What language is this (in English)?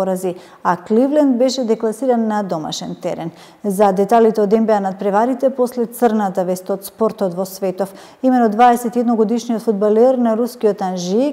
Macedonian